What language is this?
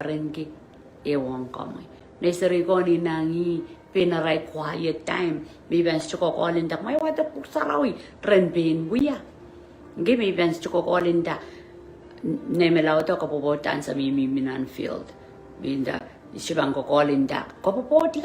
Pohnpeian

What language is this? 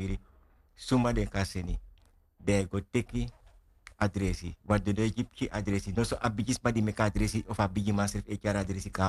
Sranan Tongo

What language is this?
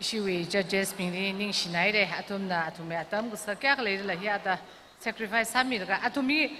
Tangkhul Naga (India)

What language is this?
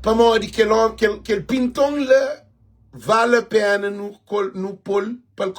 Kabuverdianu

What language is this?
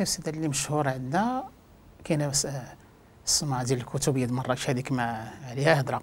Moroccan Arabic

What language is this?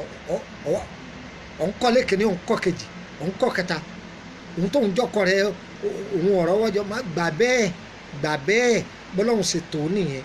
Yoruba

